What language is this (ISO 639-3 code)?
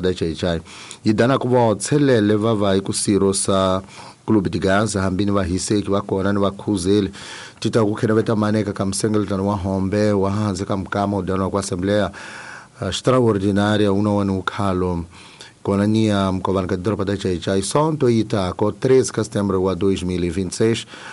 tso